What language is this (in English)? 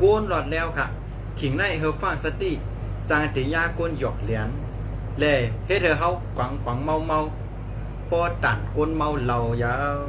Shan